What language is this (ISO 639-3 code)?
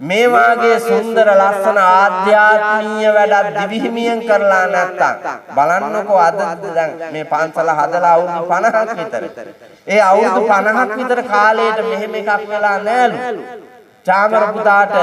sin